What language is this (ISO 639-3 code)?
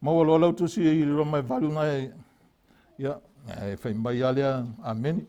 smo